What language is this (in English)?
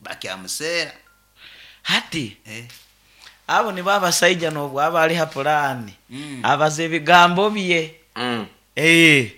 Nyoro